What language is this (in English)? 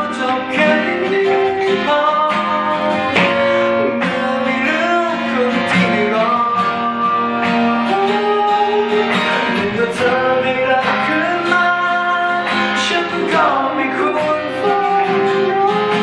Thai